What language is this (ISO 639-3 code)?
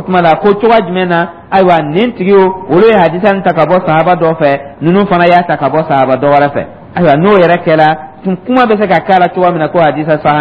dyu